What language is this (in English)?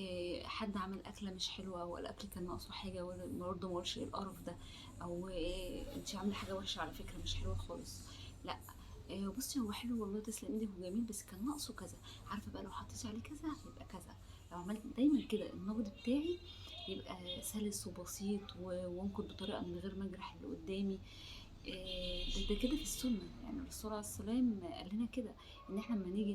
Egyptian Arabic